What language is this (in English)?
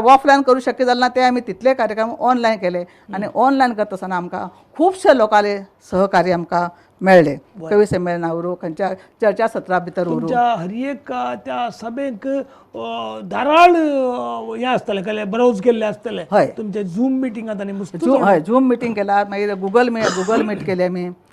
Konkani